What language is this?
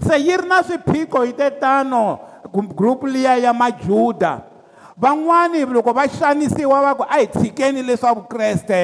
Tsonga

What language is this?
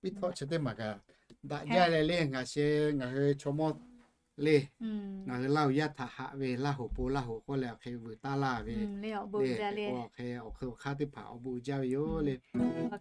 Lahu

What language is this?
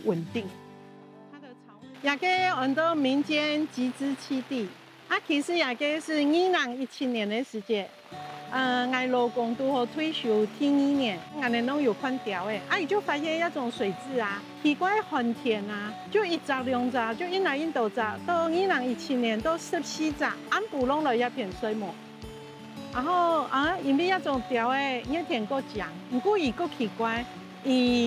Hakka Chinese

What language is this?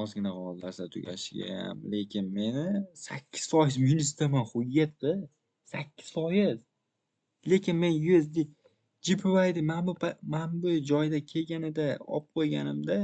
Uzbek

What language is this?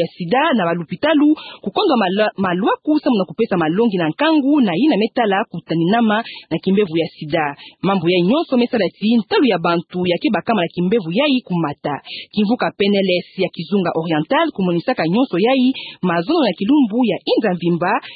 Kituba (Democratic Republic of Congo)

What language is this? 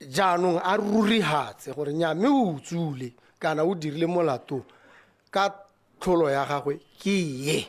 Tswana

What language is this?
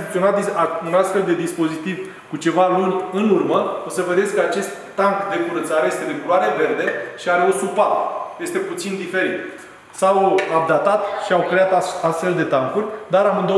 Romanian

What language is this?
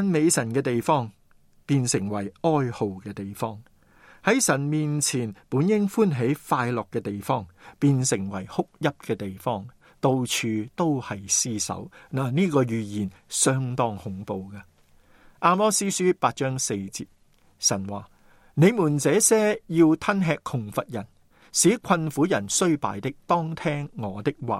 Cantonese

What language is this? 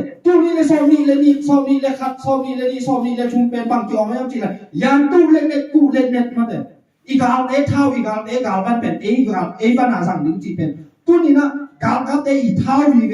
Tedim Chin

